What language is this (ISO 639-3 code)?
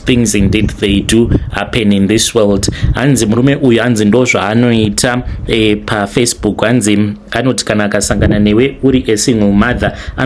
sna